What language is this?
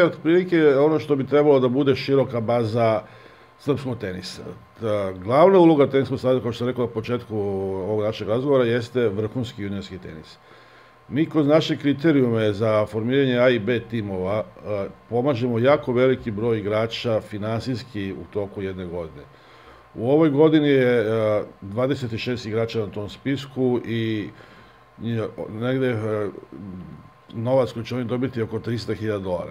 Serbian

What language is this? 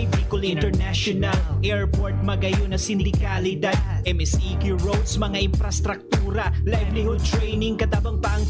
Bikol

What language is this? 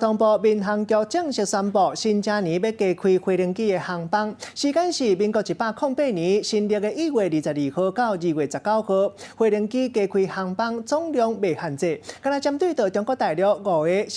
Min Nan Chinese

